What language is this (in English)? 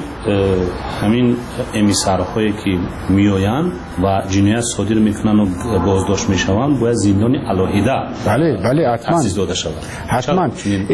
Persian